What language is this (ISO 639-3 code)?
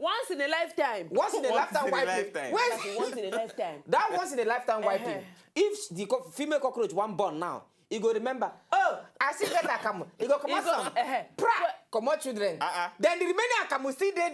pcm